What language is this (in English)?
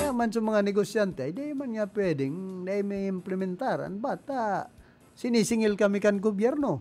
Bikol